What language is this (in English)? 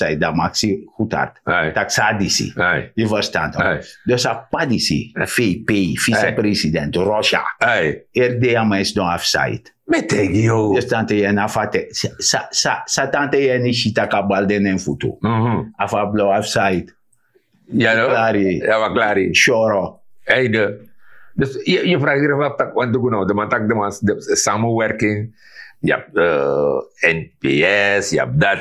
Sranan Tongo